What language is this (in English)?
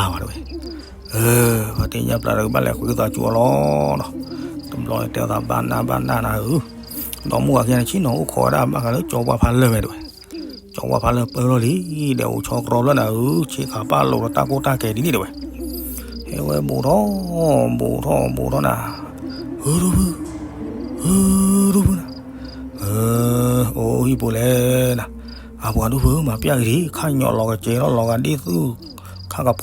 S'gaw Karen